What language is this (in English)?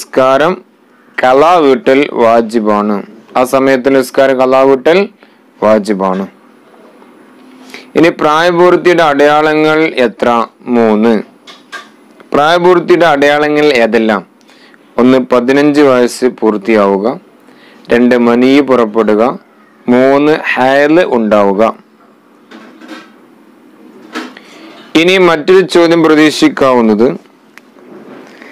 Malayalam